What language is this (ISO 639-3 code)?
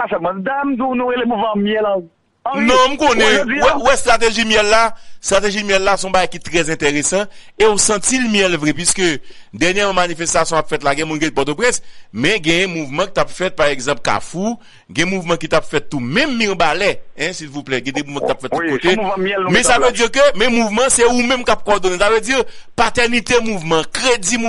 hat